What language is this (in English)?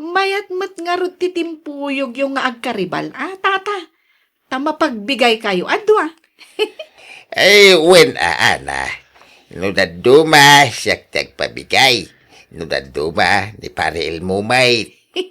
Iloko